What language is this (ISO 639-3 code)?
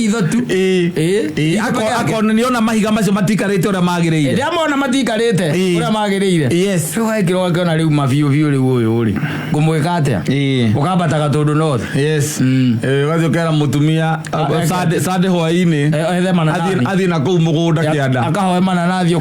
kik